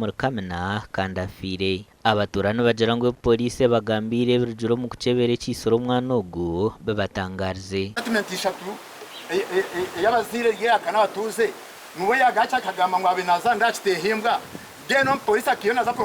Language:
Nyankole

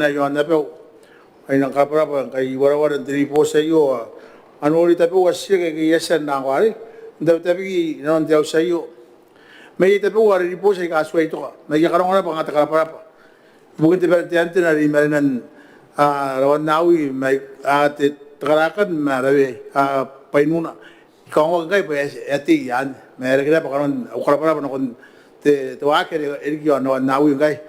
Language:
Gilbertese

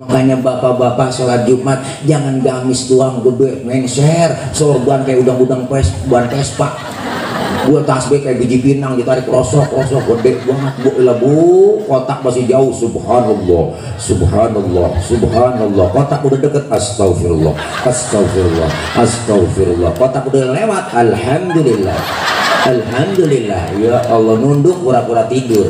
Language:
Betawi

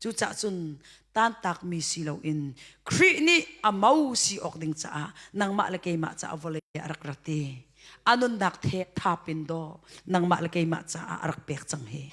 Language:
Hakha Chin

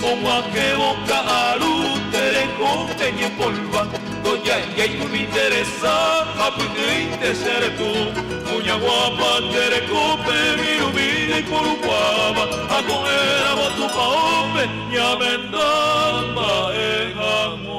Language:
Guarani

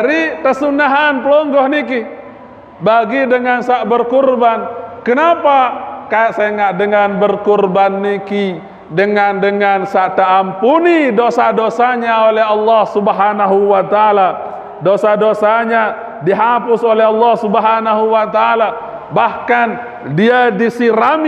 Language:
Sasak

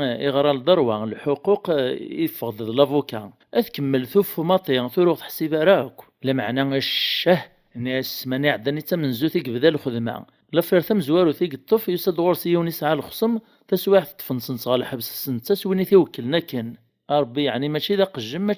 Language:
Kabyle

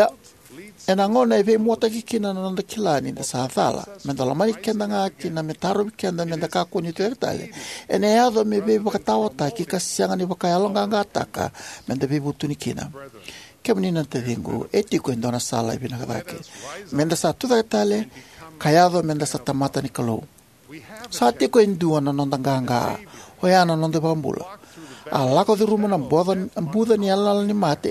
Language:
Fijian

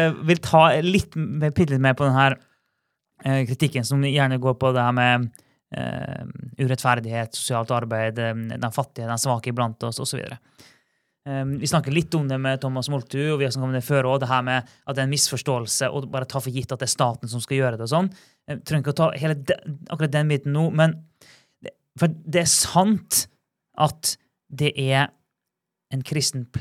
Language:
Norwegian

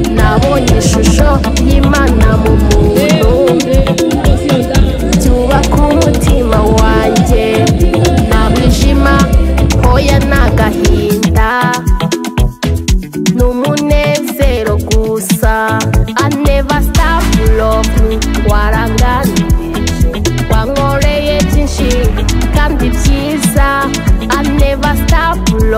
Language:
Kinyarwanda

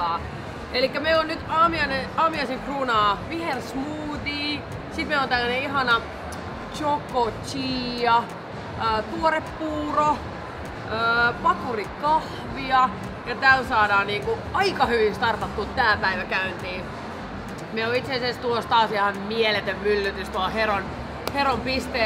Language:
Finnish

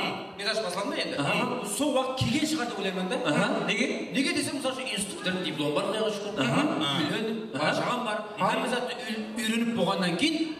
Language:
Kara-Kalpak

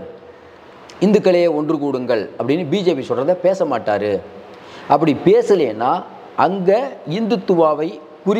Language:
Tamil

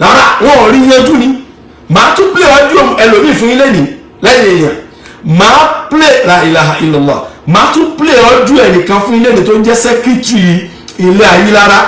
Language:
Yoruba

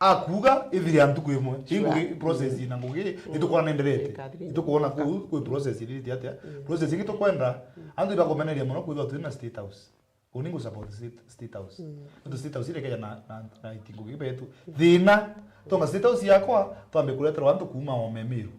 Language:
Meru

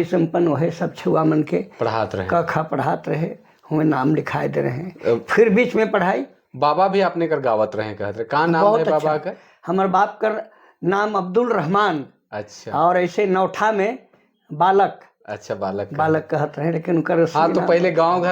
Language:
Sadri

